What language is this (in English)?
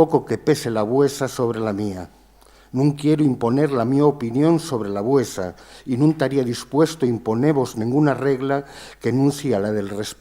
Asturian